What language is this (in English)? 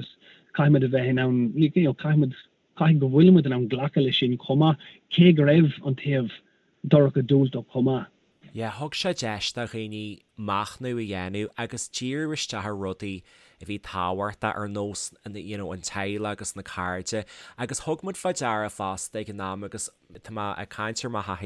Irish